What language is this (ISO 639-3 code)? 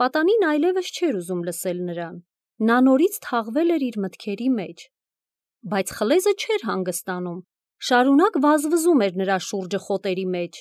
hye